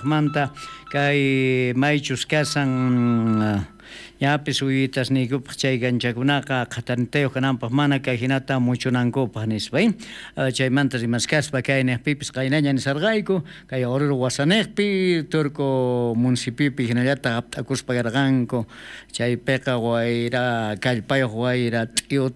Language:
South Bolivian Quechua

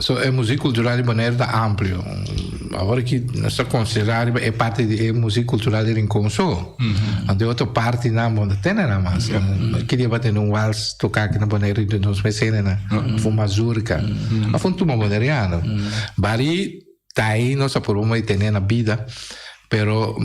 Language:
Papiamento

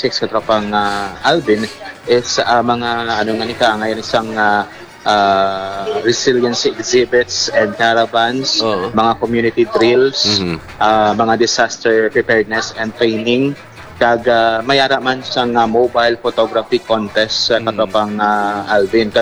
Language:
Hiligaynon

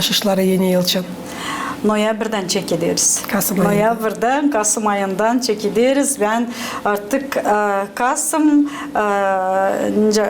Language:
Gagauz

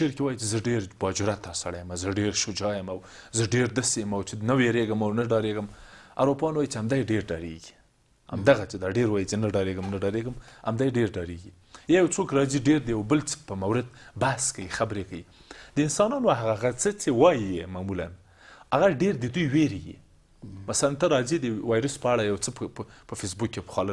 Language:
Pashto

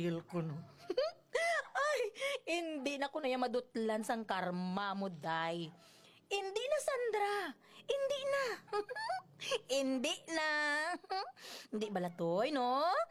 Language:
Hiligaynon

